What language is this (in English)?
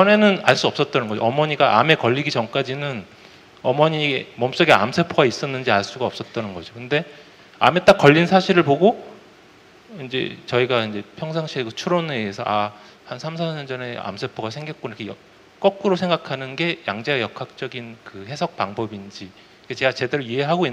Korean